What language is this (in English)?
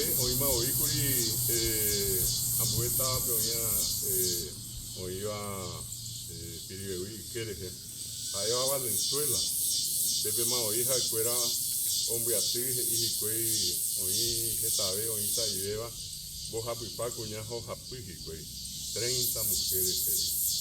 Guarani